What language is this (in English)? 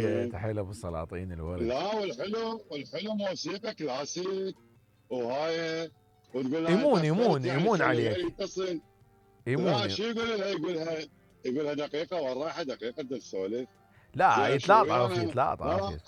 Mesopotamian Arabic